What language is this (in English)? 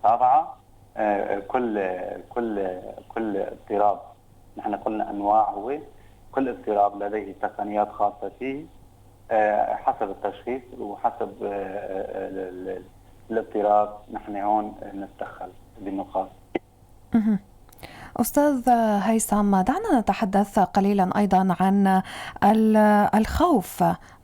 North Levantine Arabic